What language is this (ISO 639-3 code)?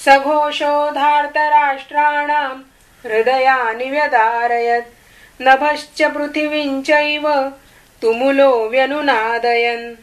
san